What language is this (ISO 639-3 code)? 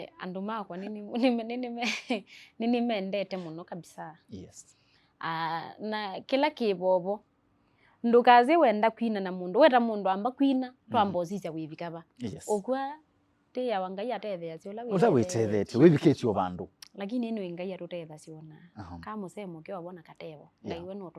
kam